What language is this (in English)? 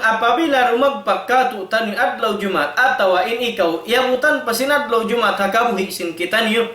Tausug